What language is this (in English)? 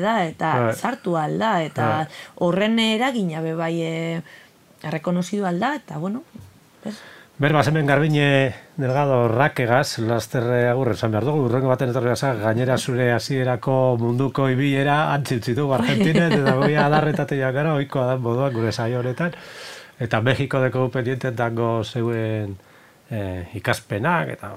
Basque